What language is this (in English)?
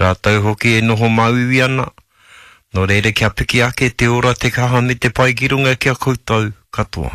Māori